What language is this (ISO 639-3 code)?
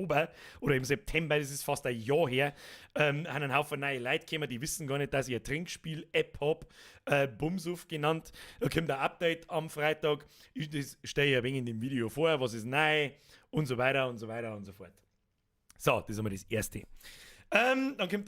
bar